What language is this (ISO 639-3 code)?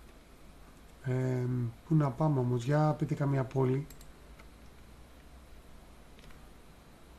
ell